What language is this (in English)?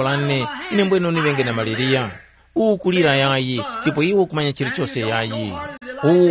Tumbuka